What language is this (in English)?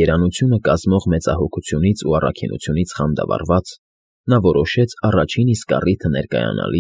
Armenian